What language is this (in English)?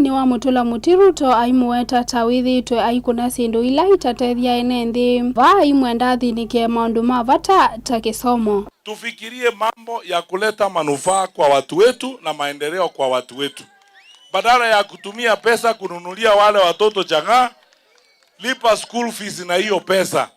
Kamba